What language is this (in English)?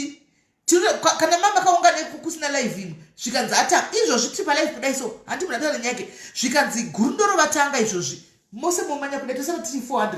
Shona